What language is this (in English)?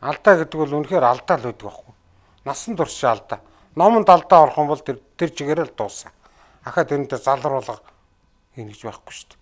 Mongolian